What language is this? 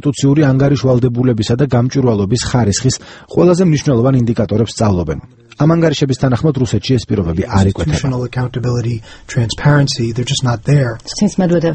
Georgian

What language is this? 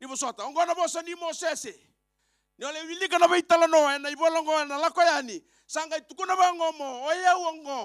Fijian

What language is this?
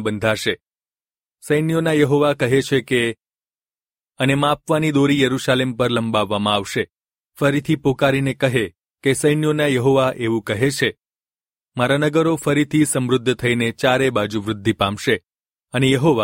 Gujarati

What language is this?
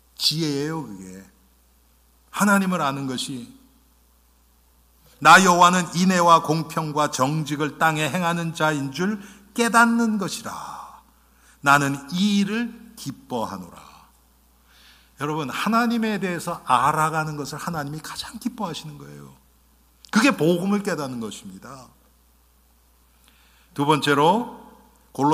Korean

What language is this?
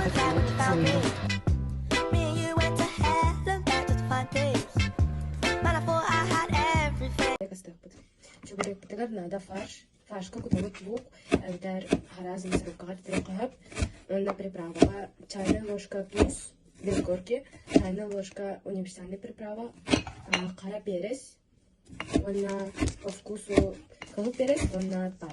Yakut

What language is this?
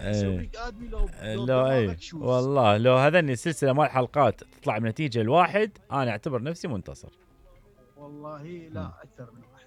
Mesopotamian Arabic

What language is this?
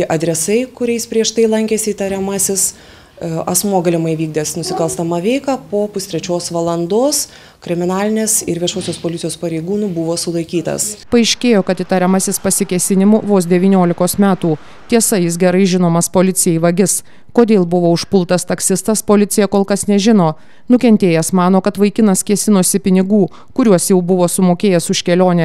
Lithuanian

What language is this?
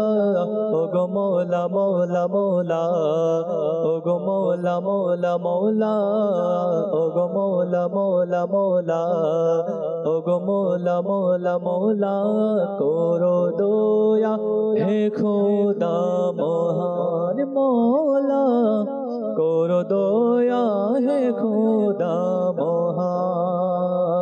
Bangla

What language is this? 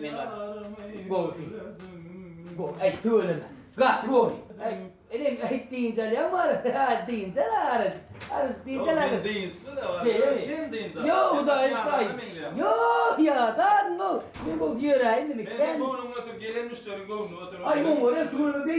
Turkmen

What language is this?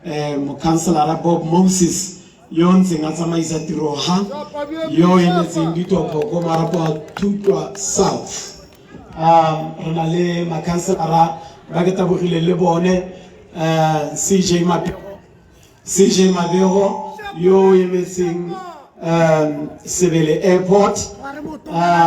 Tswana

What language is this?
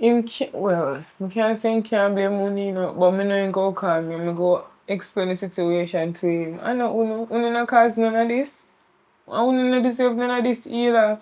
Jamaican Creole English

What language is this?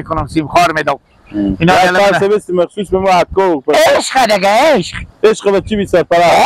Persian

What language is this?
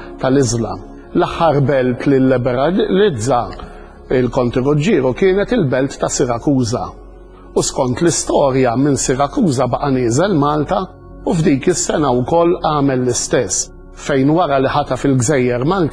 Maltese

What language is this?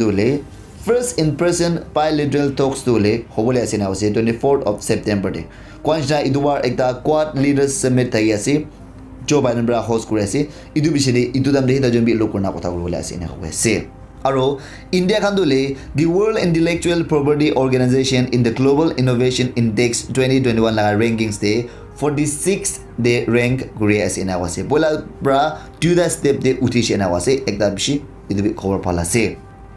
Naga Pidgin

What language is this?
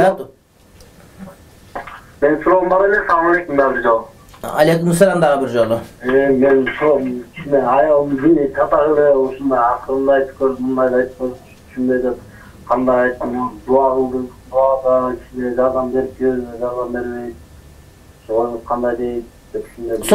Kyrgyz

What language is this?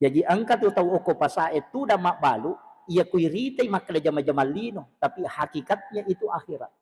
Buginese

